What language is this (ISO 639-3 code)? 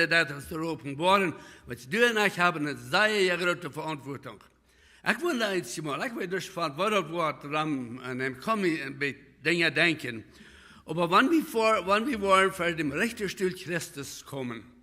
pdt